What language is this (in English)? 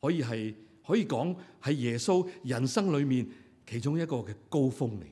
Cantonese